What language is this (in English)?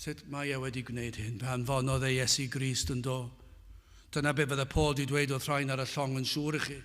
Welsh